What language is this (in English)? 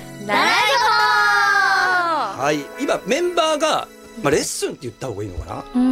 Japanese